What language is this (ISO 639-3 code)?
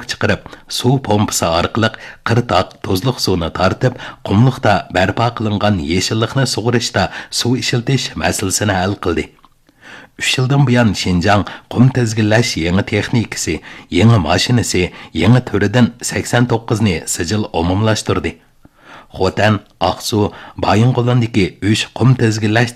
uig